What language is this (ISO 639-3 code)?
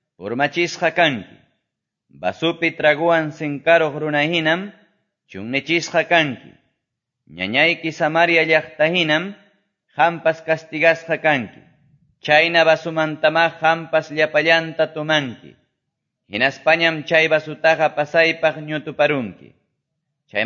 que